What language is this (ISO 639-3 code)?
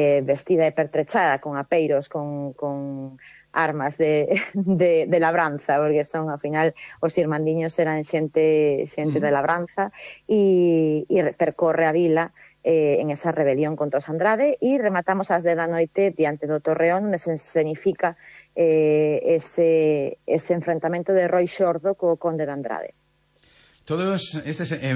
glg